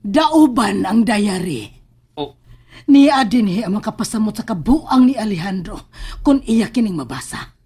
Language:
Cebuano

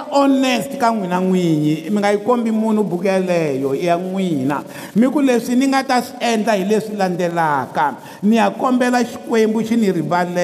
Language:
Tsonga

